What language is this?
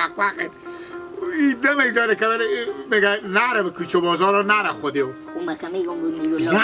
Hazaragi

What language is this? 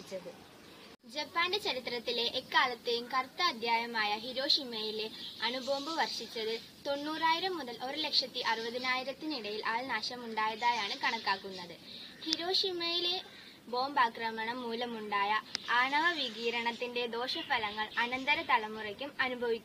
Malayalam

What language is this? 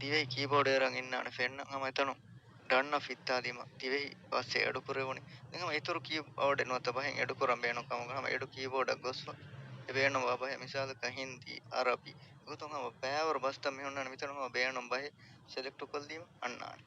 Divehi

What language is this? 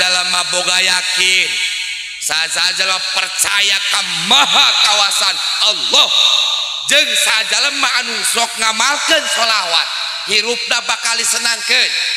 Sundanese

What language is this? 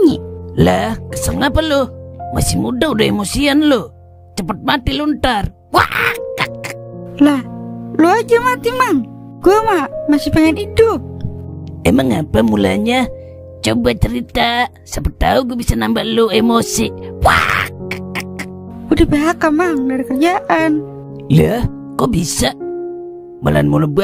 Betawi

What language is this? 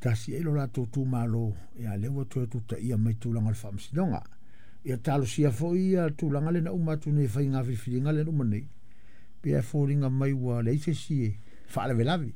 Samoan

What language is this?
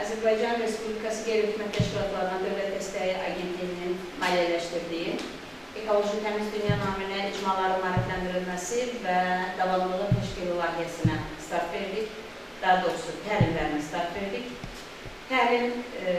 Azerbaijani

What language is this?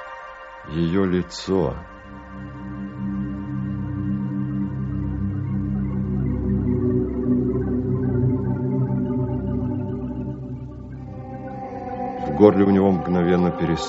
Russian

